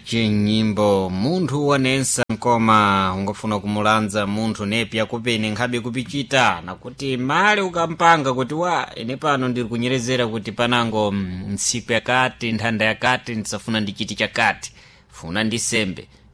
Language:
Sena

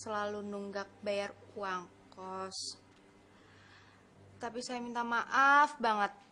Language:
Indonesian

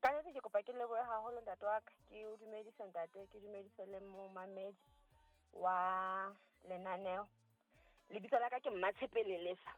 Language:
Southern Sotho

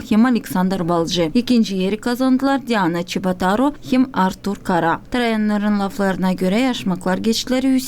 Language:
Gagauz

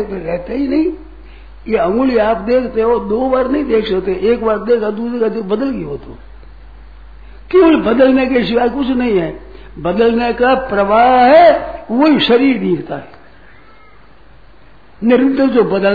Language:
Hindi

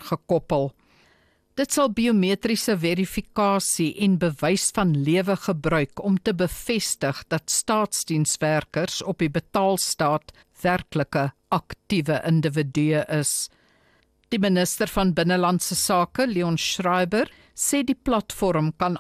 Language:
Afrikaans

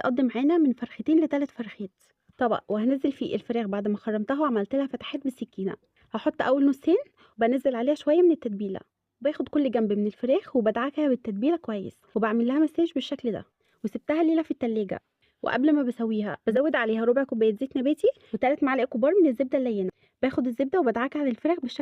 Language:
Egyptian Arabic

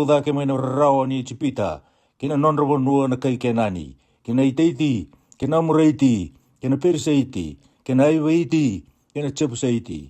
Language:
Fijian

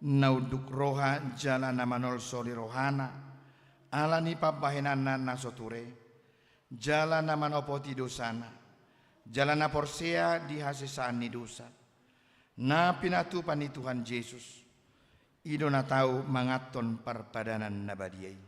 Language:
Batak Toba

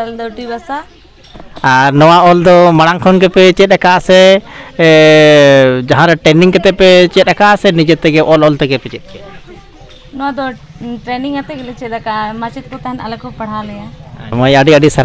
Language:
Santali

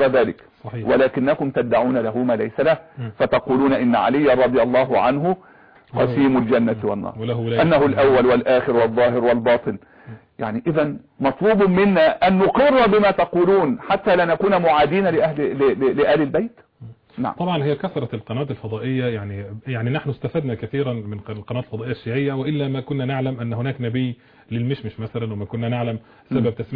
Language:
Arabic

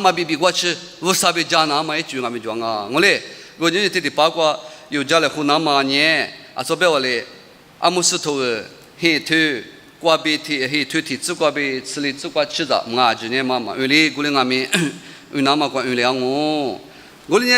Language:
Lisu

